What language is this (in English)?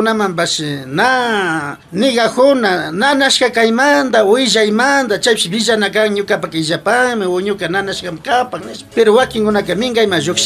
Imbabura Highland Quichua